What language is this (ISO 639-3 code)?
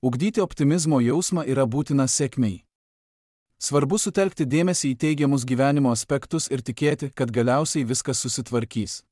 lit